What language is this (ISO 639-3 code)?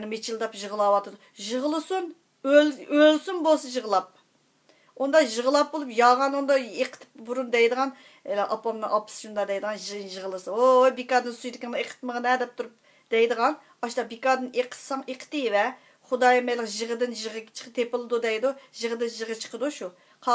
uig